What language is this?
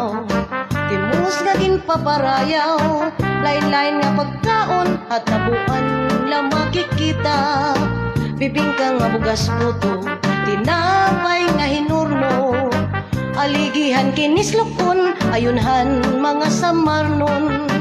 Waray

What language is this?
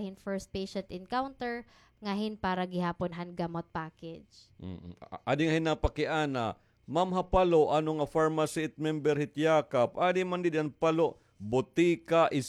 Waray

